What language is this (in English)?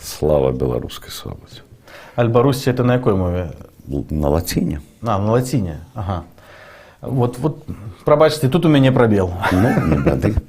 Belarusian